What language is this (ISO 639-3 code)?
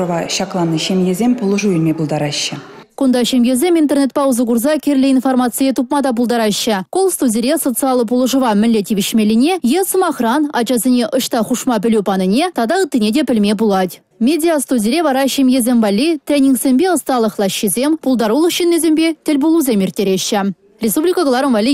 chv